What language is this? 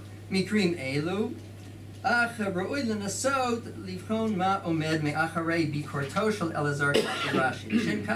Hebrew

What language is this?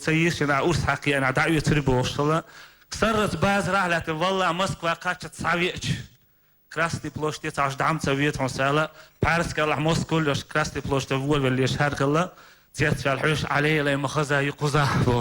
Chechen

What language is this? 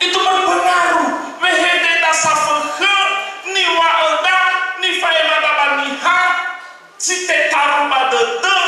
Nias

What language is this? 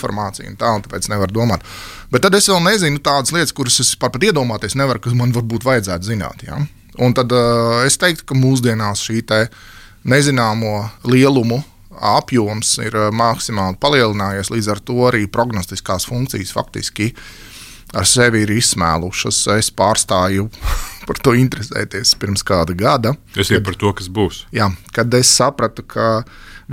Latvian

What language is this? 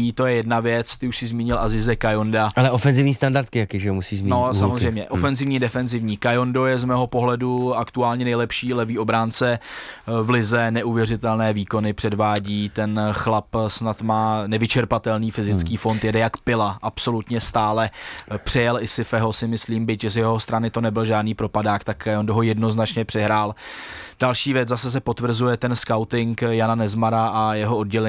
Czech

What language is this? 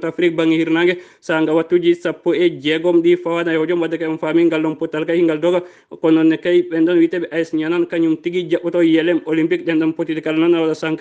Fula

